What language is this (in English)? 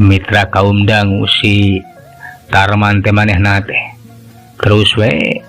Sundanese